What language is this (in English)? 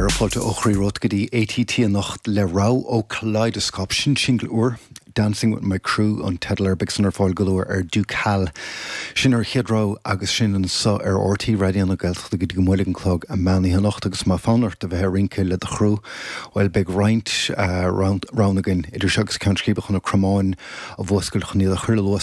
Irish